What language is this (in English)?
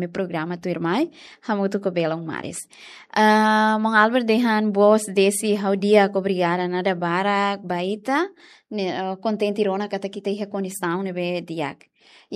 Tetum